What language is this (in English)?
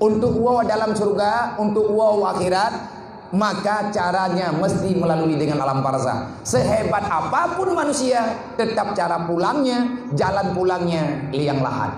Achinese